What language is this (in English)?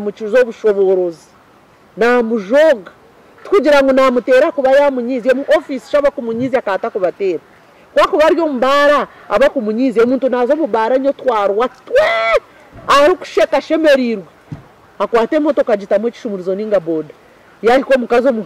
Nyankole